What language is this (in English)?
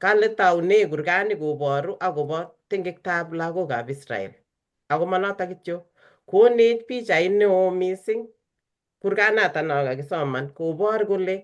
Kalenjin